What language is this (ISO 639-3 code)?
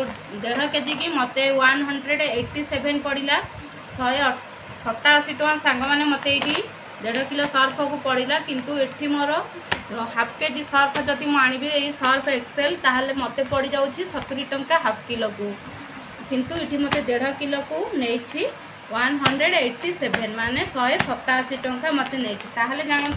ori